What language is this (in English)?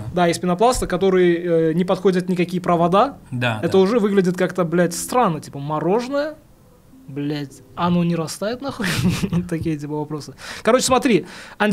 Russian